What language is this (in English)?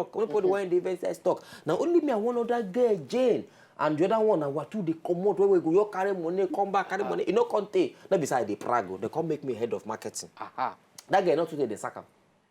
Nigerian Pidgin